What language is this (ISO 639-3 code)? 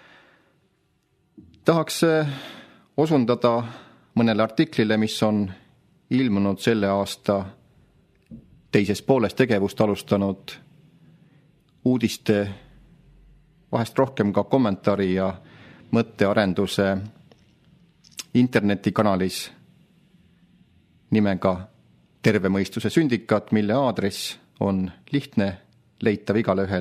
est